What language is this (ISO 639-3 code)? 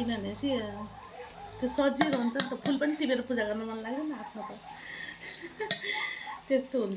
nep